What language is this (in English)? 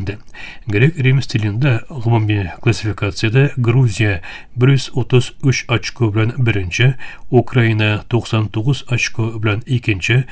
Tatar